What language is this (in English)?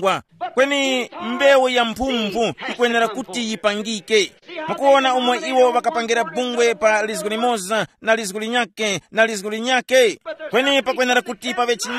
Tumbuka